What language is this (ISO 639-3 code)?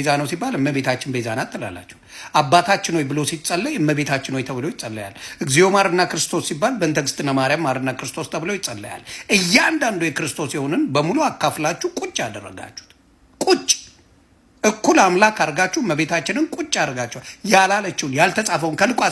amh